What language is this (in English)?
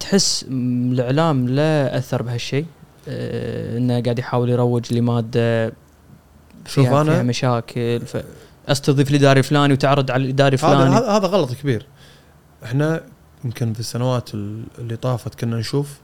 Gulf Arabic